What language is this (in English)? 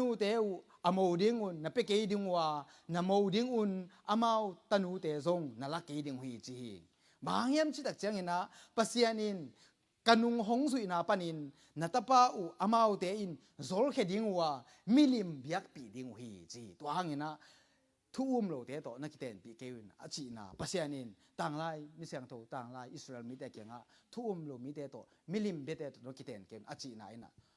Tedim Chin